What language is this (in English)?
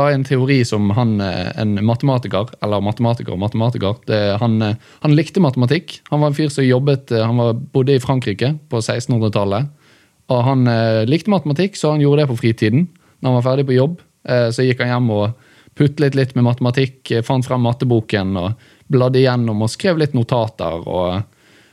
Norwegian